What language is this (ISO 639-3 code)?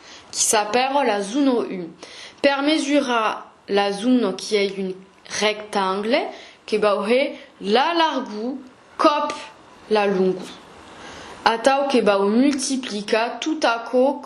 oci